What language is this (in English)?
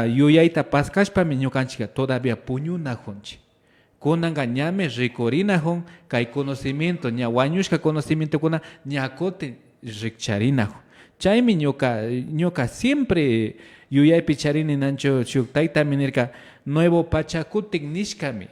Imbabura Highland Quichua